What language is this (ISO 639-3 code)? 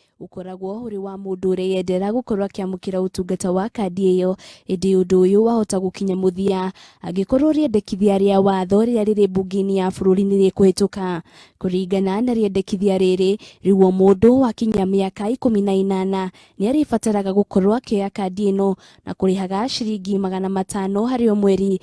kik